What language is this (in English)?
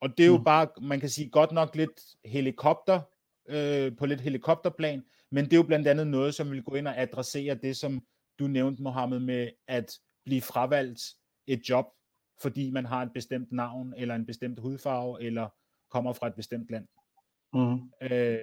Danish